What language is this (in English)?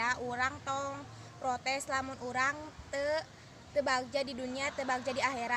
Sundanese